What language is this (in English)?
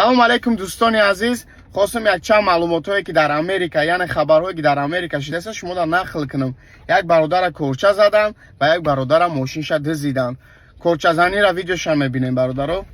Tajik